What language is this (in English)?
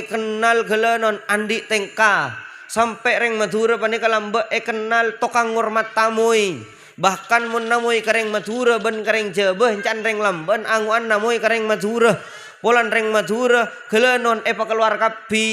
Madurese